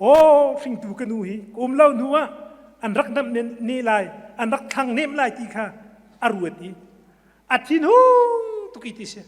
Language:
Hakha Chin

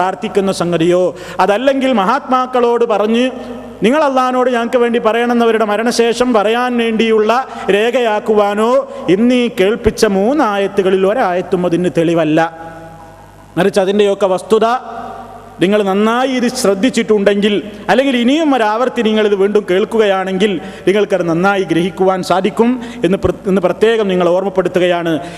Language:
Malayalam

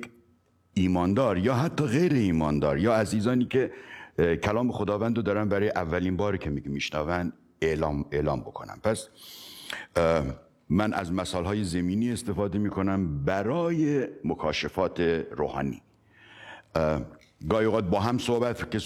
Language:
Persian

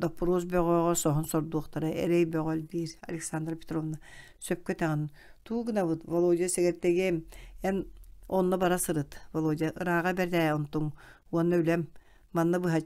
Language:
Yakut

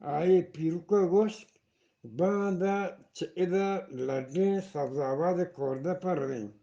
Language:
Eastern Balochi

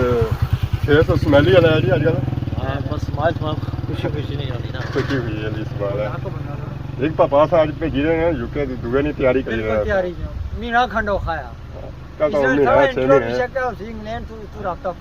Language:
Pahari-Potwari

